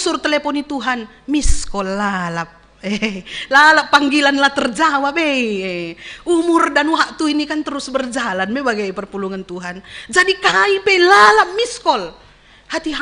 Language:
Batak Karo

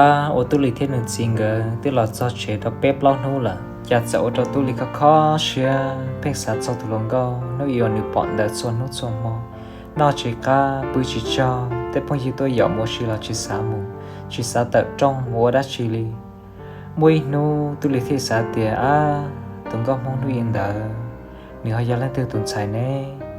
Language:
Hmong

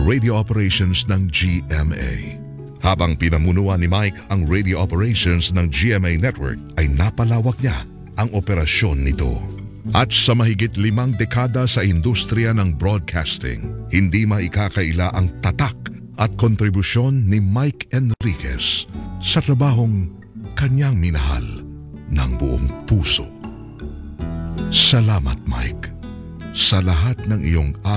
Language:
Filipino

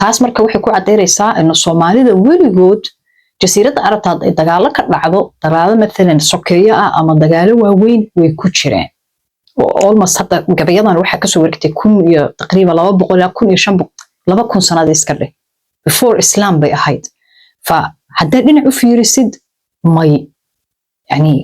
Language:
Somali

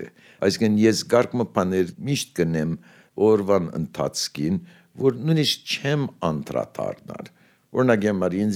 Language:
Armenian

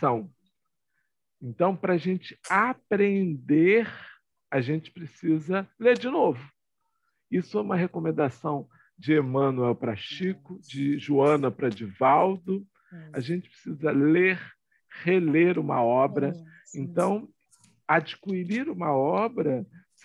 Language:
Portuguese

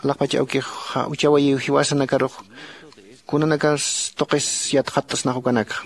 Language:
Aymara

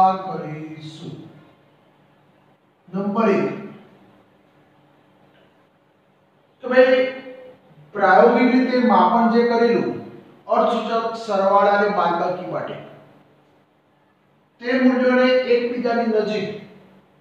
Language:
Gujarati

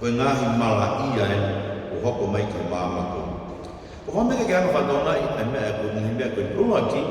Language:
Tongan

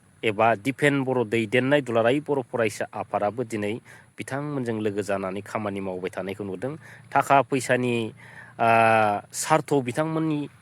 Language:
Bodo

